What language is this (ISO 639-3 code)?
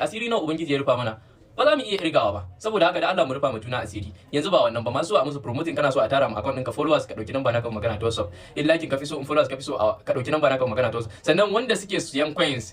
hau